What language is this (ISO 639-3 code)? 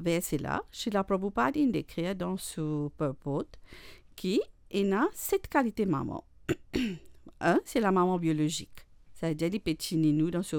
mfe